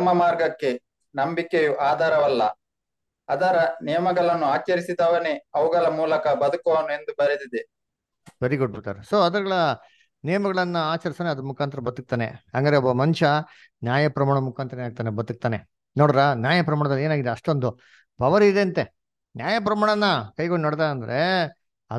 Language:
Kannada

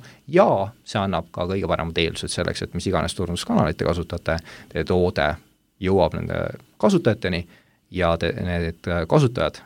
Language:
Estonian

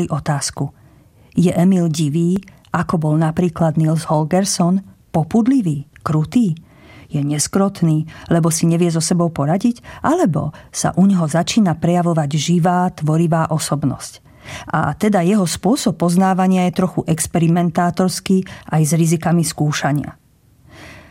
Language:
Slovak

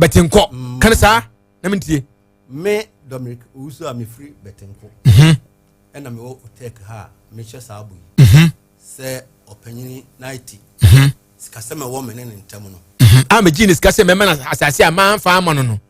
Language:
Akan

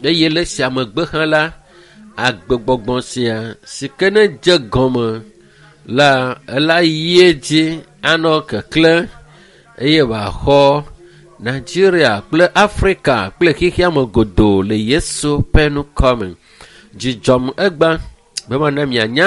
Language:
Ewe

